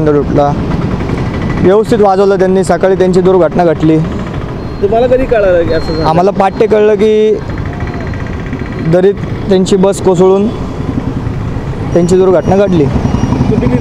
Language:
Marathi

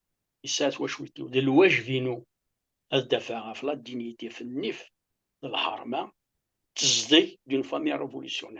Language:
Kabyle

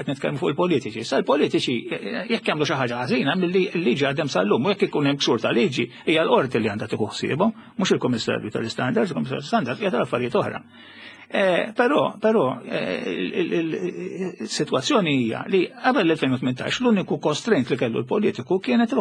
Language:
Maltese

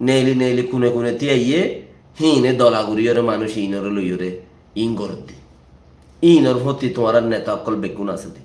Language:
Rohingya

